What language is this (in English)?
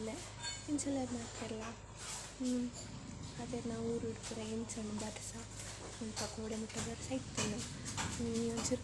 Tulu